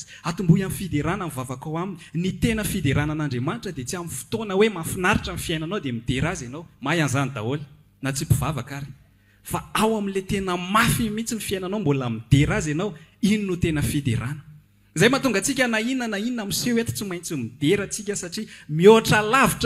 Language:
Malagasy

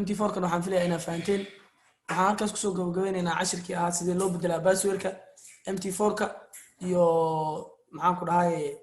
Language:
Somali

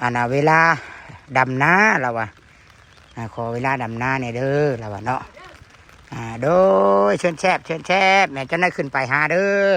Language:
Northeastern Thai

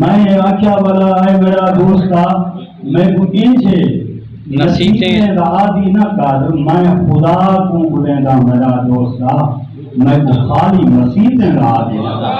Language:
Saraiki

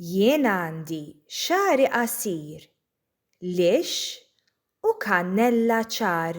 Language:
Maltese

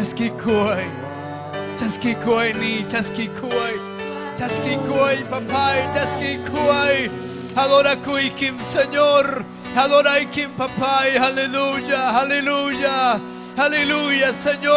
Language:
Ayacucho Quechua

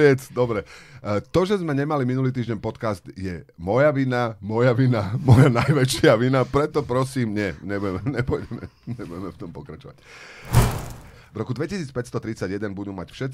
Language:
Slovak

